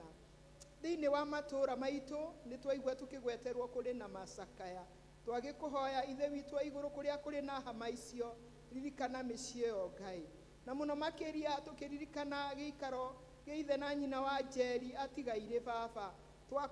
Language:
Kikuyu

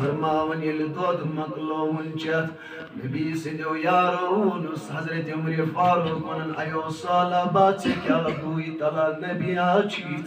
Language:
Kashmiri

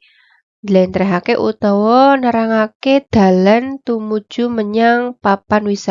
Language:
Javanese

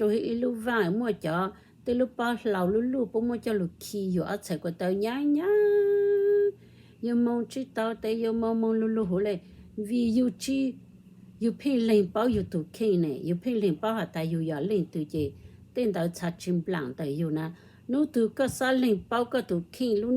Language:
Hmong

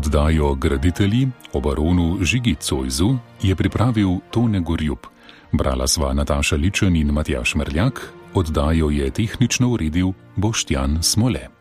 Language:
Slovenian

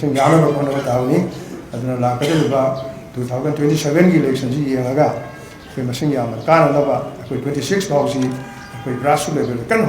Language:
Manipuri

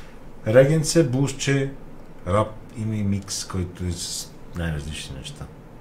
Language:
Bulgarian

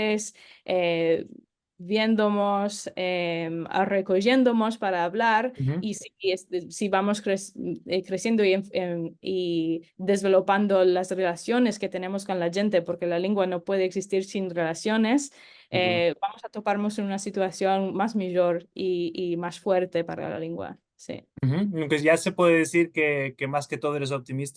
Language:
Ladino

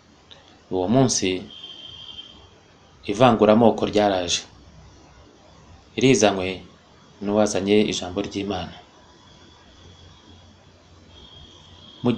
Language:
Kinyarwanda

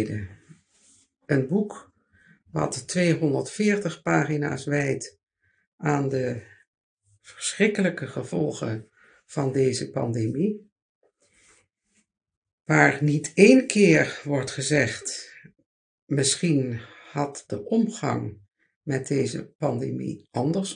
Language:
Dutch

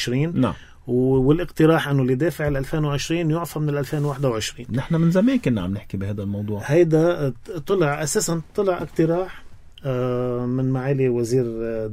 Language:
North Levantine Arabic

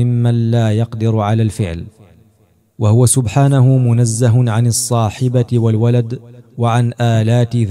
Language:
Arabic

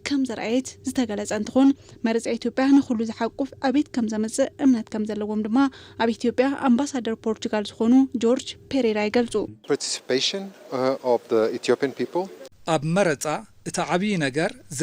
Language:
Tigrinya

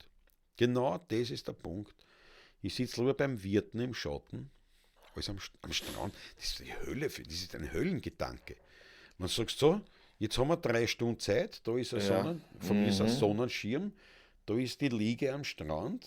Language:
Bavarian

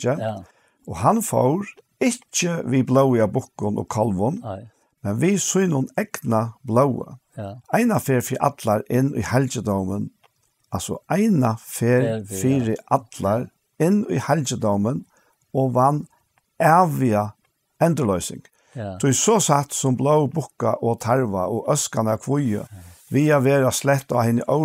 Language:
Faroese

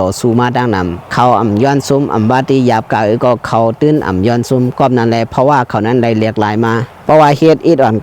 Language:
Shan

